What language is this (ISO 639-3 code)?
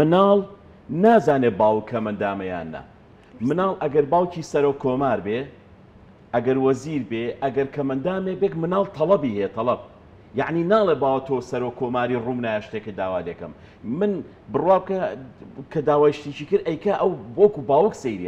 ckb